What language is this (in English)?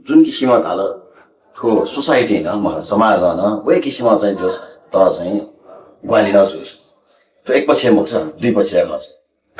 Newari